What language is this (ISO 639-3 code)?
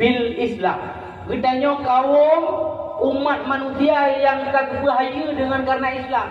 ace